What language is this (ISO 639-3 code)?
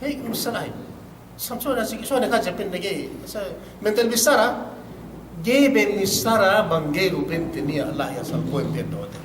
yka